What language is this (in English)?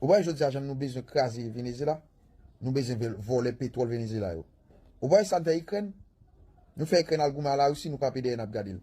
Haitian Creole